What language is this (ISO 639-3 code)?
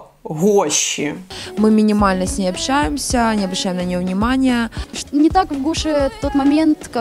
ukr